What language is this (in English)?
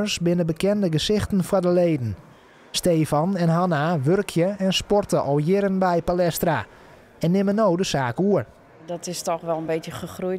Western Frisian